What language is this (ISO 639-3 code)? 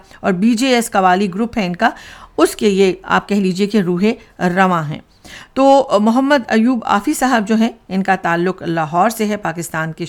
urd